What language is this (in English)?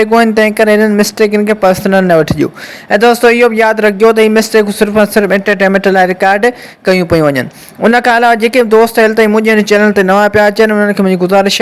Sindhi